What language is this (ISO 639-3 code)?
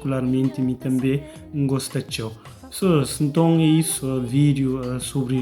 kea